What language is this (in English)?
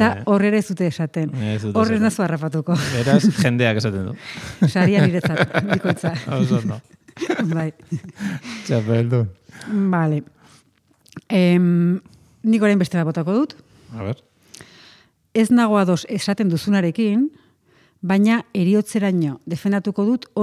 Basque